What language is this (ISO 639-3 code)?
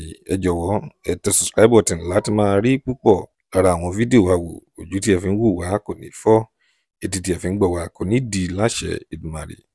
yor